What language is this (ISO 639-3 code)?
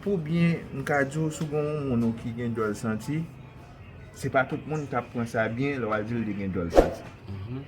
hat